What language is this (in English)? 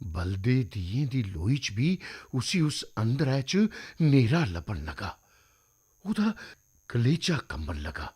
Dogri